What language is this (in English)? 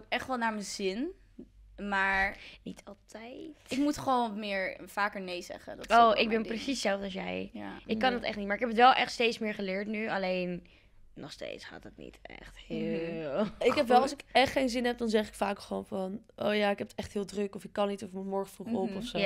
Dutch